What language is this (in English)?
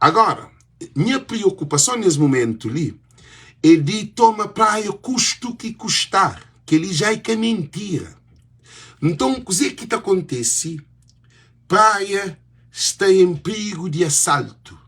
Kabuverdianu